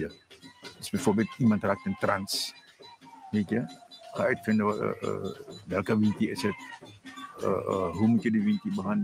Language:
Dutch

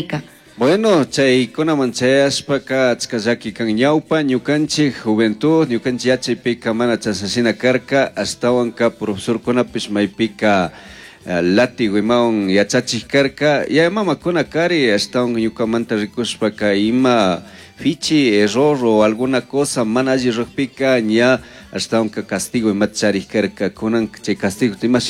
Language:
Chimborazo Highland Quichua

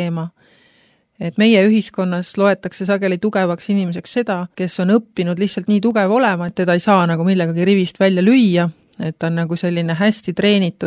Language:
Estonian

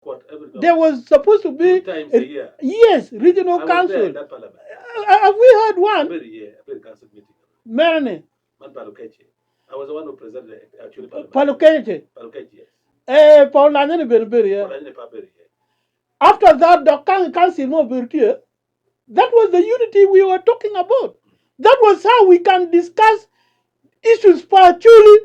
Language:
Acoli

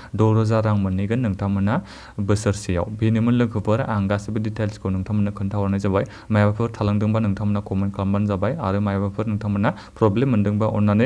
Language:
Bodo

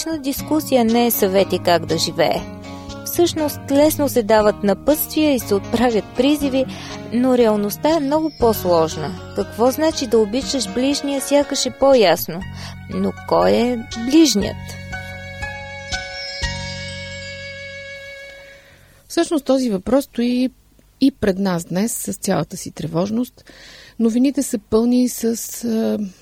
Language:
Bulgarian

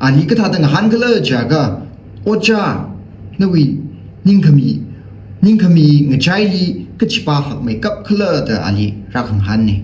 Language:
Tangkhul Naga (India)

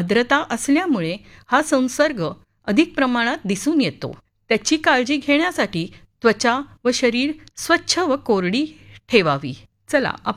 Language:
Marathi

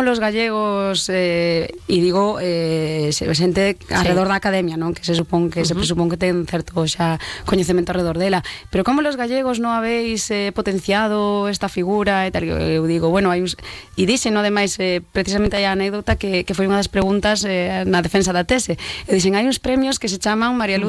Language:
Galician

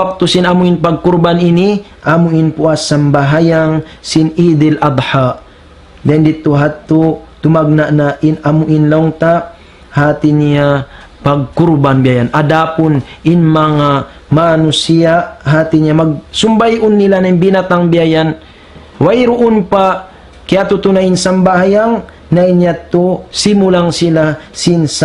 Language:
Tausug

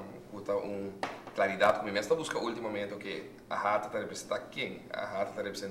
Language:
Papiamento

